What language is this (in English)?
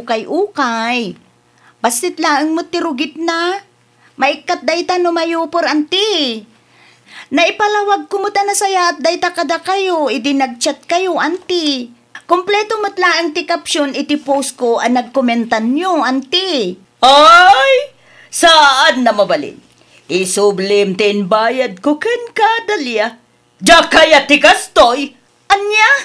Iloko